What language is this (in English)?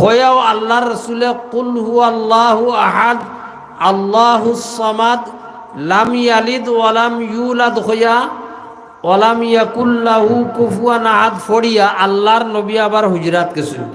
Sylheti